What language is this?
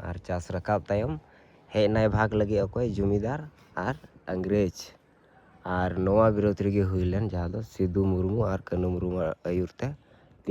Santali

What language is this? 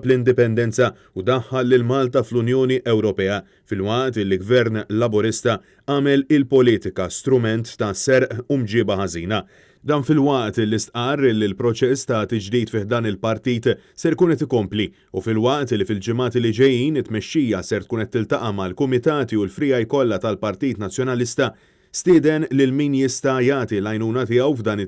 Maltese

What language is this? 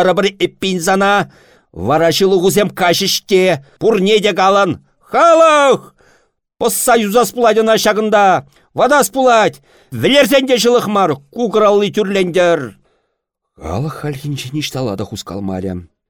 Chuvash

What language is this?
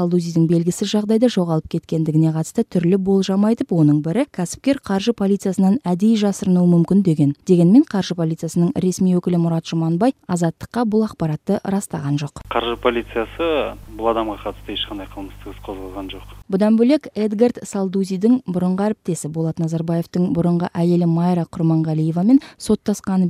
Kyrgyz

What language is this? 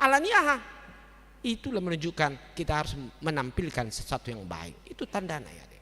Batak Toba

